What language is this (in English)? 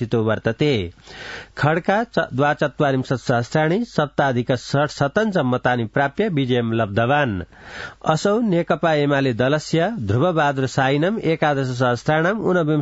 Sanskrit